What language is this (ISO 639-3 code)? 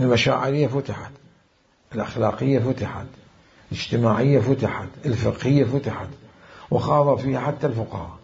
acm